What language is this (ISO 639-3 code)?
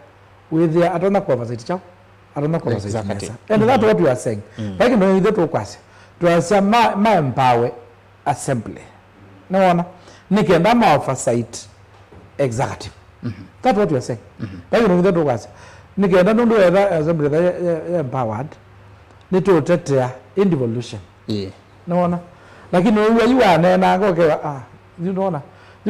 kam